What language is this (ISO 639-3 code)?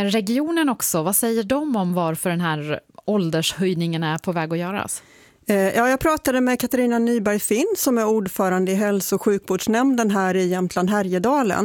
swe